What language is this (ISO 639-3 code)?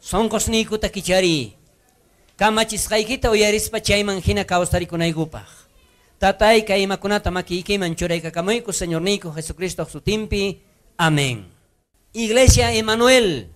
quh